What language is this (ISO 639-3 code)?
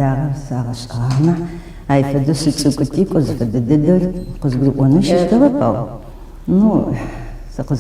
ady